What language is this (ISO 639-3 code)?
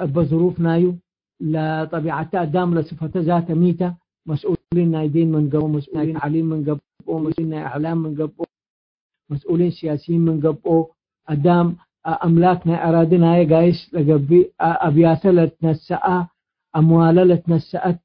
tig